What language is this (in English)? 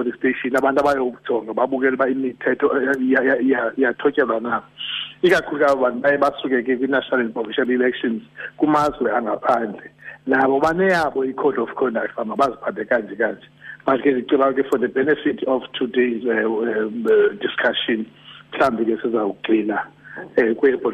Xhosa